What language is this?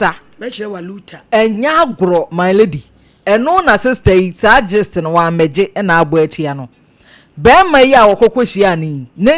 Akan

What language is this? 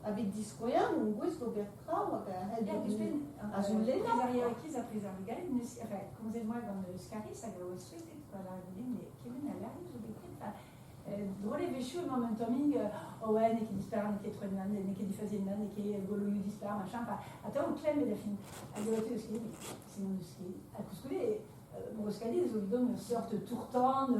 Breton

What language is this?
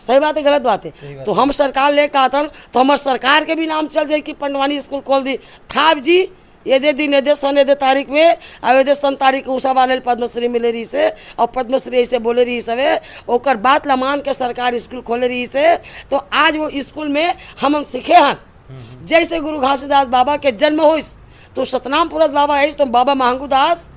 Chhattisgarhi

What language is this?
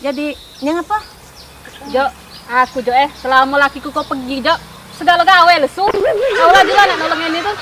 Musi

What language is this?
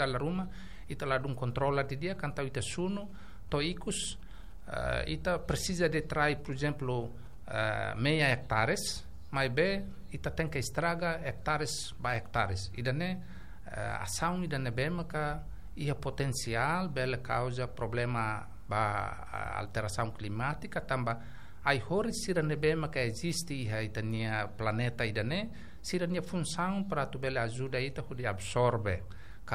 Tetum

